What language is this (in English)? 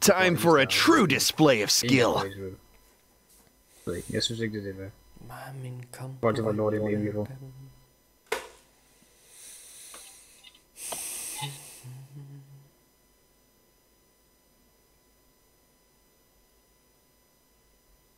Danish